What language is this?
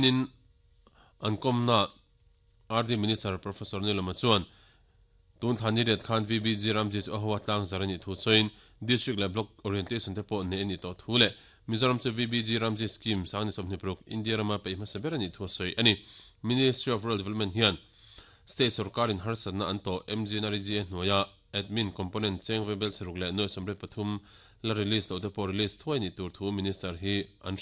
Mizo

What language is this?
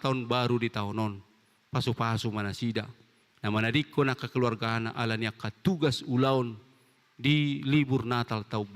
Batak Toba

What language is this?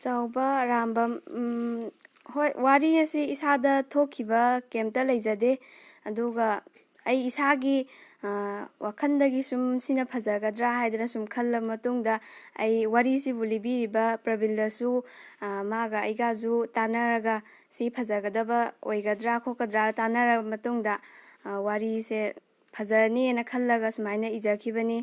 Manipuri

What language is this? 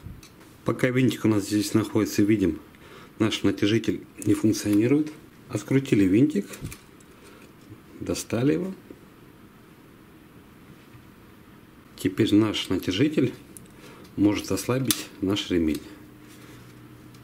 Russian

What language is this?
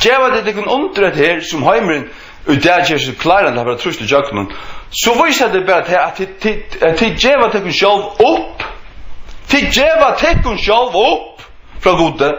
Faroese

